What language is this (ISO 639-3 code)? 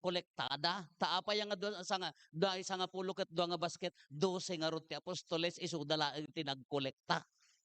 ilo